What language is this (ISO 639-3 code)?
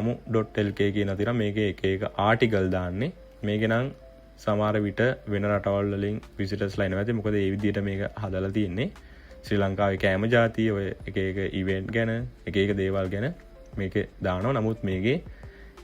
sin